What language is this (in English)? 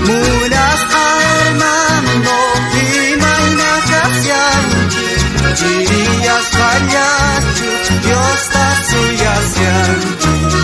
South Bolivian Quechua